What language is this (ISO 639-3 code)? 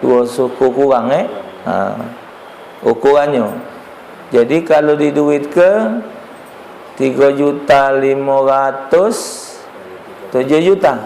mui